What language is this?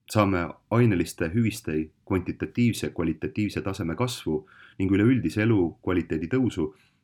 Estonian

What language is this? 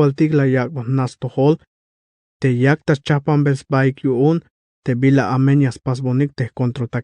Tzeltal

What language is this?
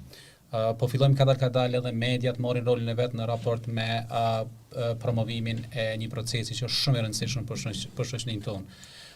Albanian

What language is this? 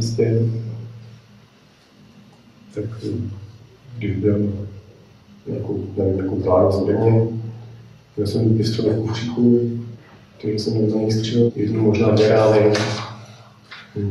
Czech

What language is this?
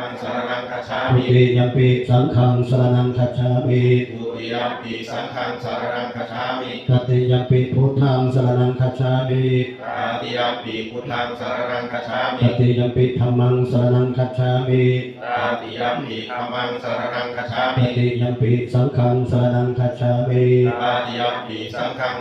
Pali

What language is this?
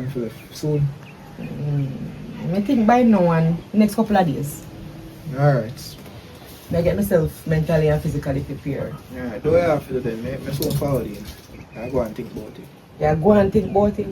Jamaican Creole English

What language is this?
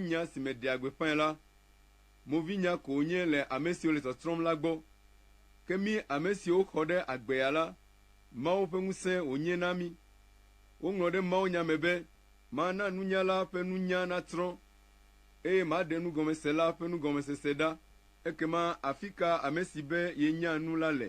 Ewe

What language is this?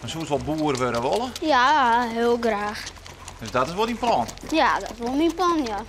Western Frisian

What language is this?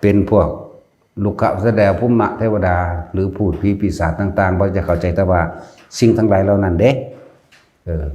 Lao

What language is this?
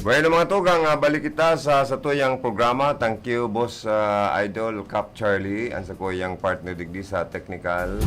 Bikol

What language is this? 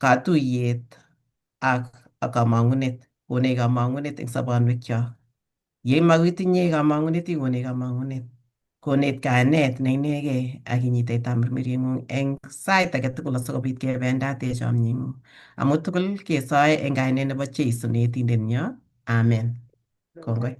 Kalenjin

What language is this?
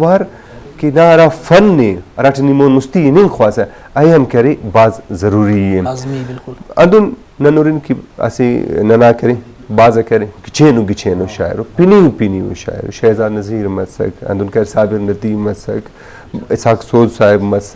Brahui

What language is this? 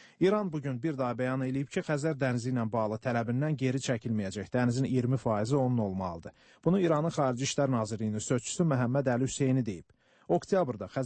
Azerbaijani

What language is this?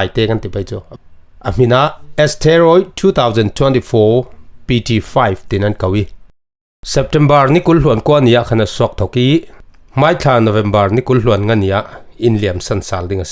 Falam Chin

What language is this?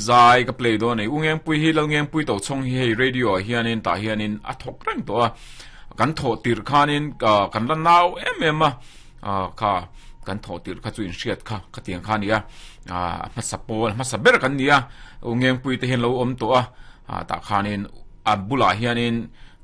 Mizo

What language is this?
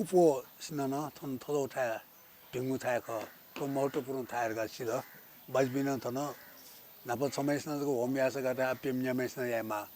Newari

